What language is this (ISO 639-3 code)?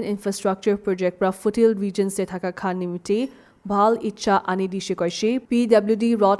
nag